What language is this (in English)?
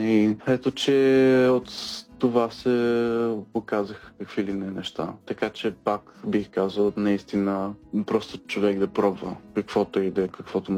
Bulgarian